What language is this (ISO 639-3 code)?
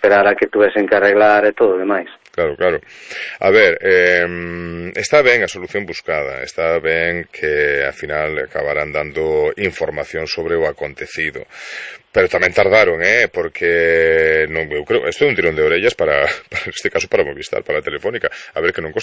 glg